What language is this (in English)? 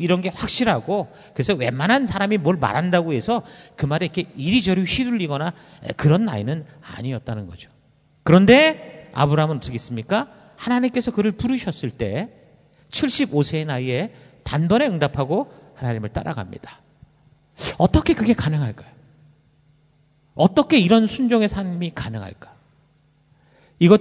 Korean